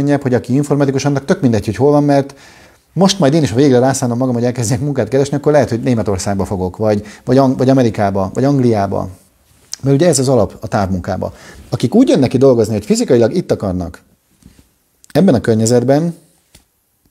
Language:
Hungarian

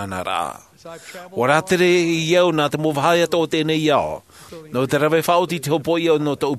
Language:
Tahitian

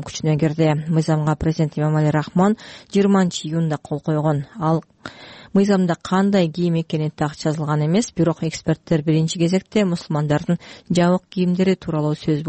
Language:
Kyrgyz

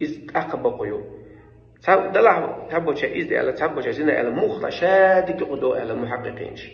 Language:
Chechen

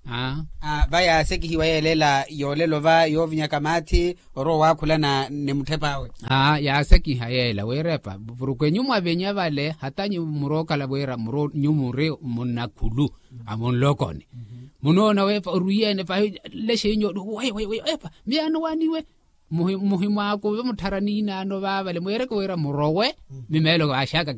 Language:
Makhuwa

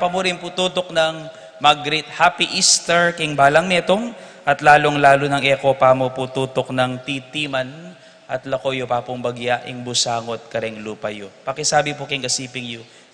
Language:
Pampanga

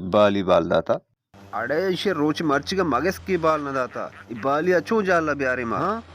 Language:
Baluchi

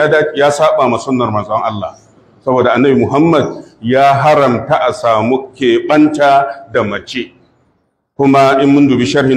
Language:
Hausa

